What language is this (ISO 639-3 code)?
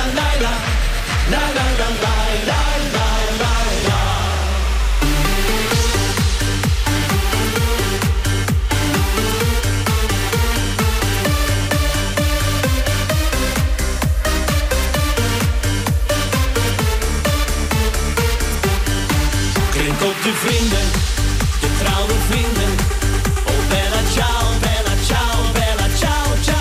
nld